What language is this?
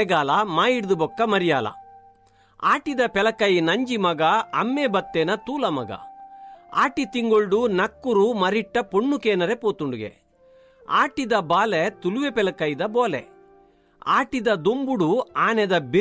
Tulu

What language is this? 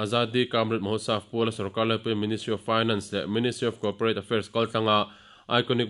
Mizo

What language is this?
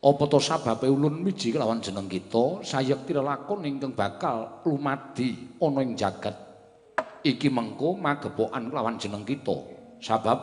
Javanese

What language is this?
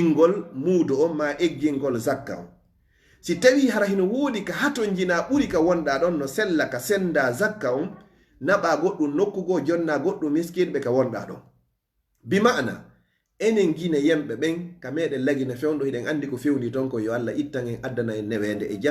Fula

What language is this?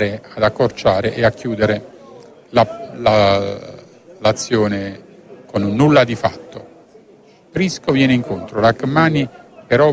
Italian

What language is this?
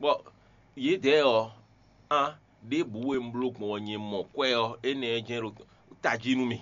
Fon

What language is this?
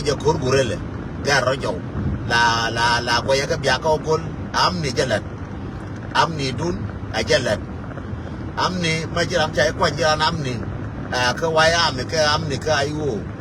Nuer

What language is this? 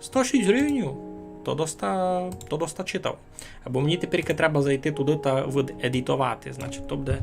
Rusyn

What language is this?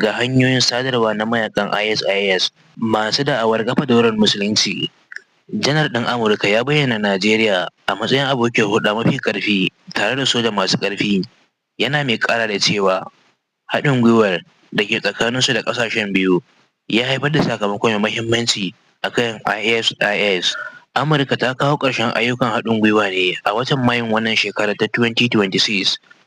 Hausa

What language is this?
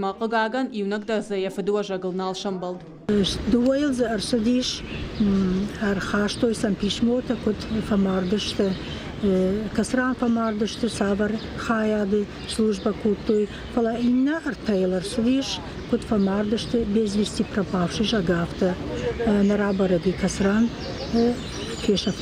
Ossetic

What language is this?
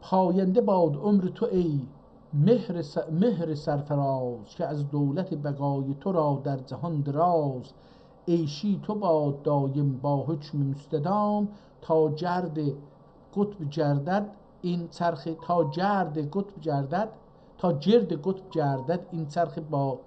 South Azerbaijani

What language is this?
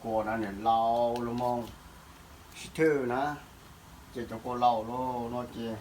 Hmong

